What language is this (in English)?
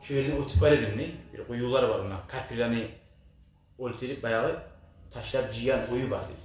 Kumyk